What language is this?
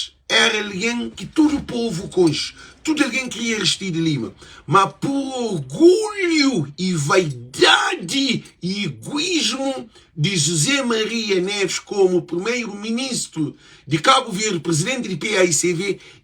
Kabuverdianu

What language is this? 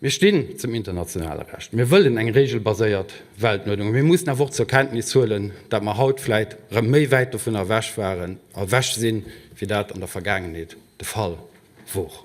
Luxembourgish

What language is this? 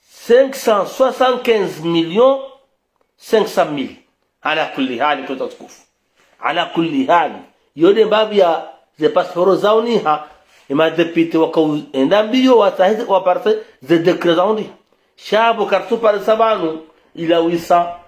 Ngazidja Comorian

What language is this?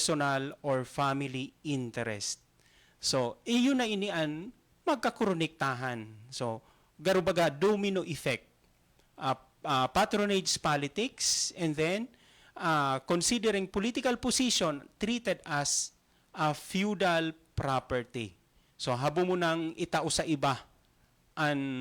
Bikol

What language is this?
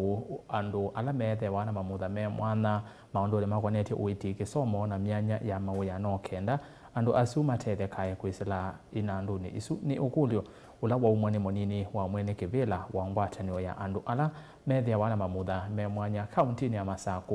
Kamba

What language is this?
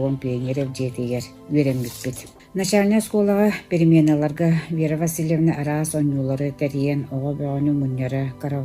Yakut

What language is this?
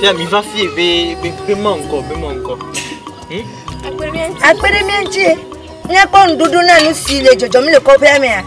Ewe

